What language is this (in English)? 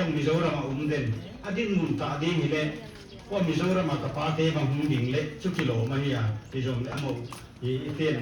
Paite Chin